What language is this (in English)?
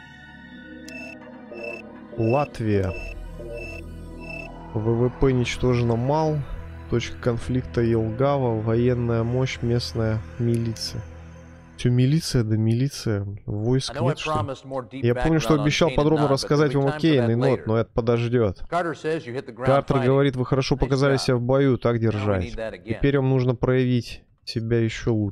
Russian